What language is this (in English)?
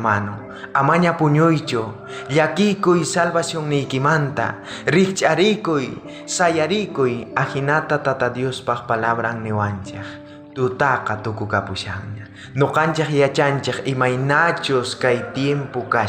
South Bolivian Quechua